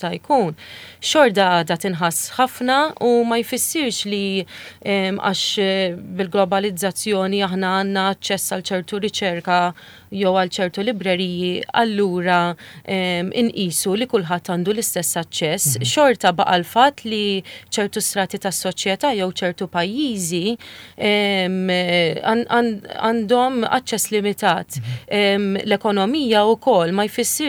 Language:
Maltese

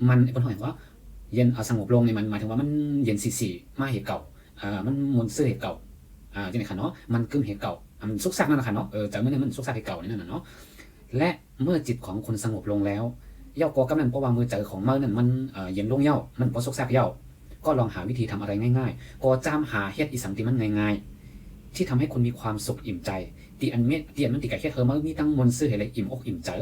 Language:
Shan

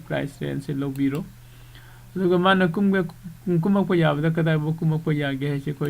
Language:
Manipuri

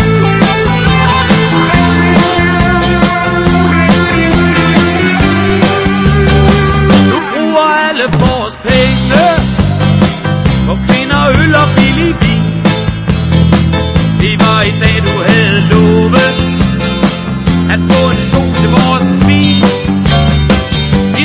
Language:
Danish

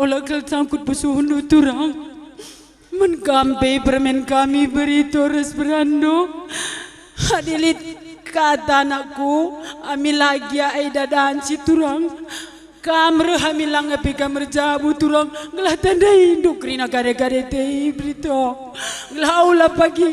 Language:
Batak Karo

